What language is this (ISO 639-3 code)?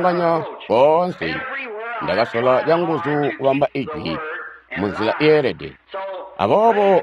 toi